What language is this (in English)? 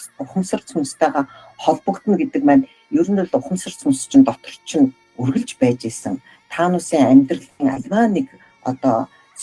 Mongolian